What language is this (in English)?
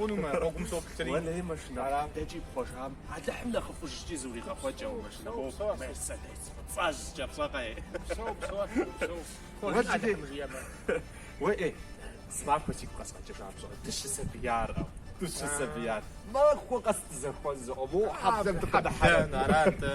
Kabardian